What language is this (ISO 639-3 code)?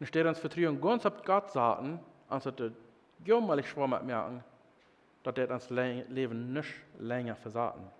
pdt